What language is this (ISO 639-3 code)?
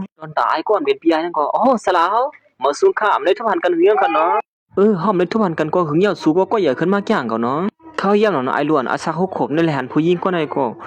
shn